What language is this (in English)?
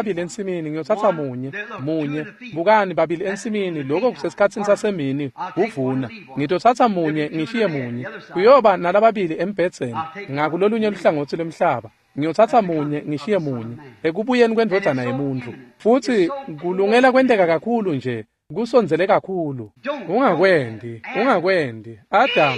Swati